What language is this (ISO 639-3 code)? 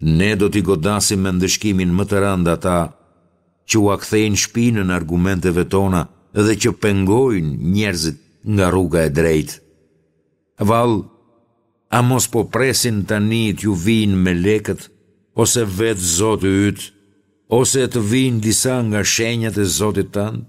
sqi